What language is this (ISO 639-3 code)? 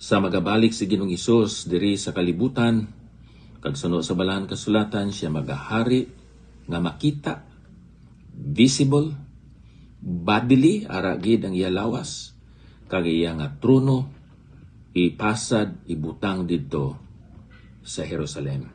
hil